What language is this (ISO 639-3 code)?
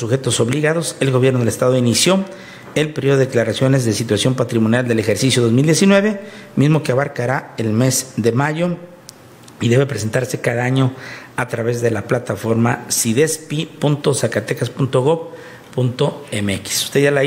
spa